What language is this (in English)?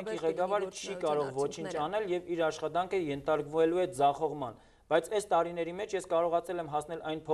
Armenian